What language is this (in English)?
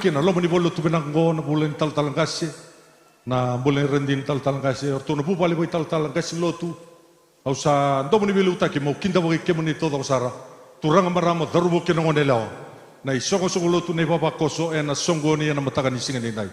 Fijian